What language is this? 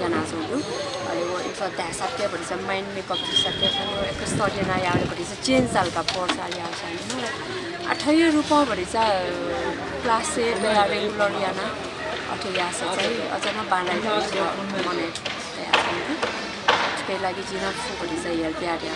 Newari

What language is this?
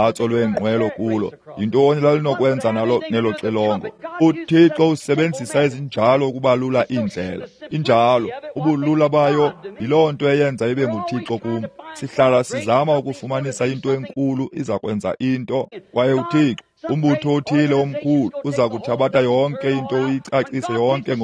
Xhosa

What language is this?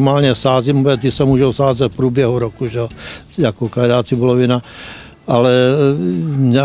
Czech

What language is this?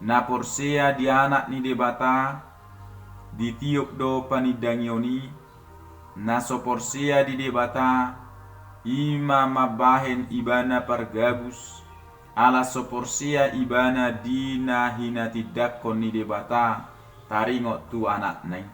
Batak Toba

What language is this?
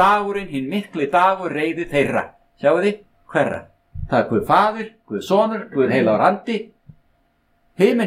Icelandic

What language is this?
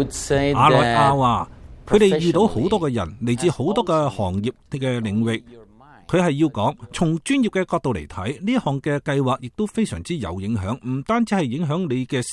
Cantonese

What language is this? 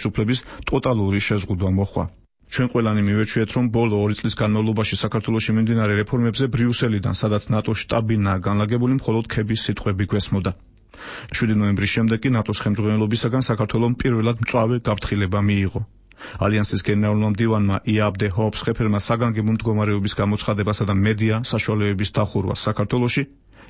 Georgian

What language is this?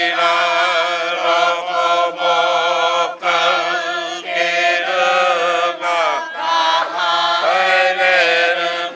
Māori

